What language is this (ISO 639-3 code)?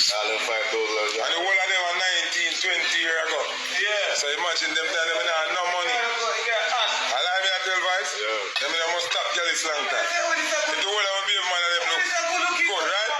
jam